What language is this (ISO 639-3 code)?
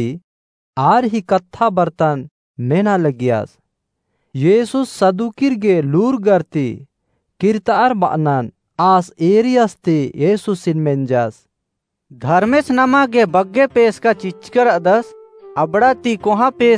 kru